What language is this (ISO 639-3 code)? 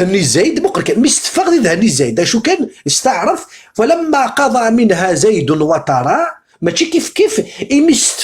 kab